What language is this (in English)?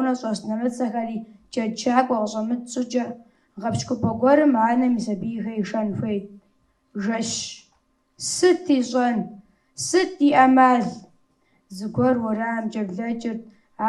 Kabardian